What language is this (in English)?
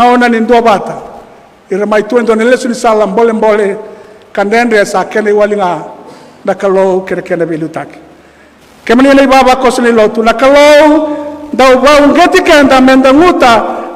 Fijian